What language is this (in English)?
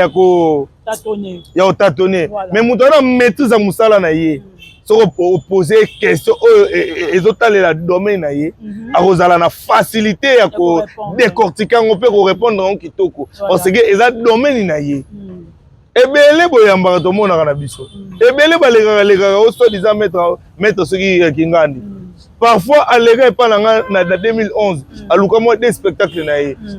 Lingala